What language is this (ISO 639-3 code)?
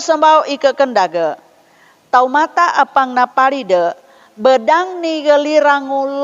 sxn